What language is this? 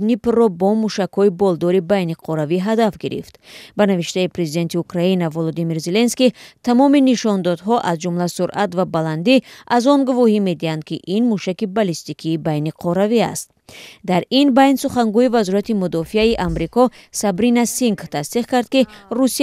Tajik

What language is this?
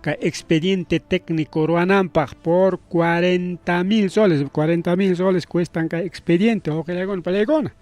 Ayacucho Quechua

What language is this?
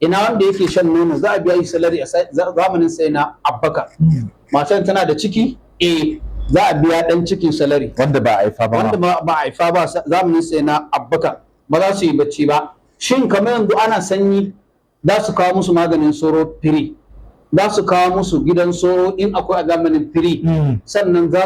Hausa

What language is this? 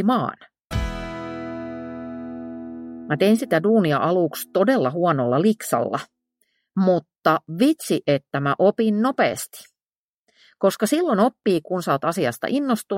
Finnish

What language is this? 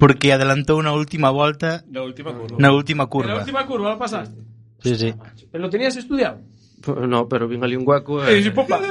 Galician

